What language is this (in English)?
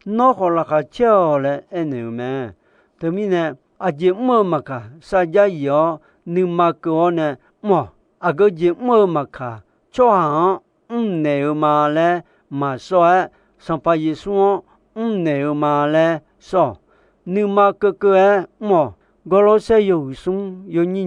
Akha